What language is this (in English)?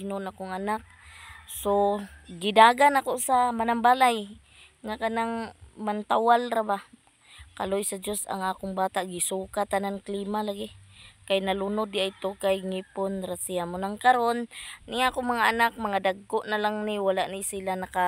Cebuano